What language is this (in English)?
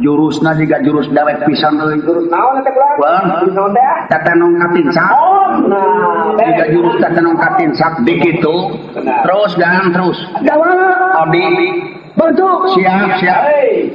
Sundanese